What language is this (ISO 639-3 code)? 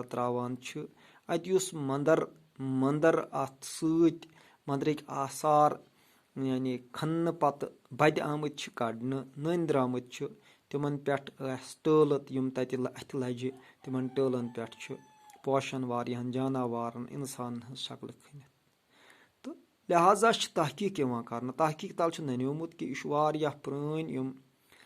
kas